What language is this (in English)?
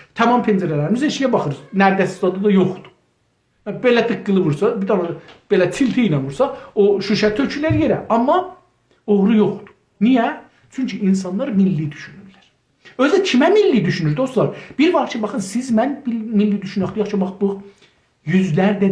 South Azerbaijani